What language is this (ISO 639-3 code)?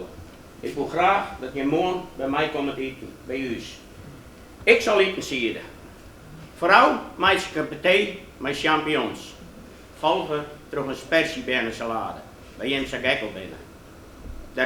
fry